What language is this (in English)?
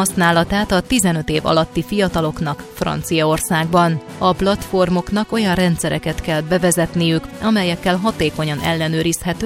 Hungarian